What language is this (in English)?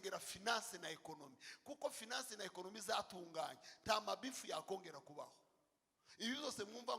Kinyarwanda